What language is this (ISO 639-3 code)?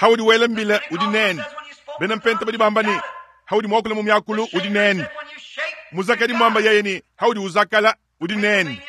lua